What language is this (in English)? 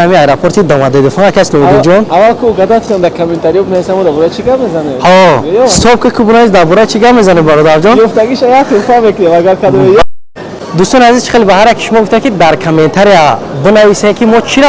Tajik